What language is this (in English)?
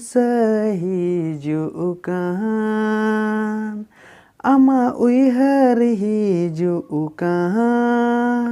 Santali